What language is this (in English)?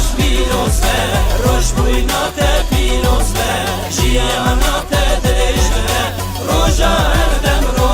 Kurdish